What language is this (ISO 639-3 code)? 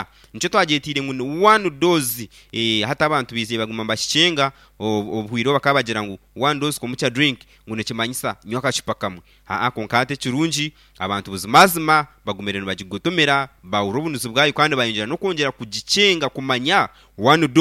nyn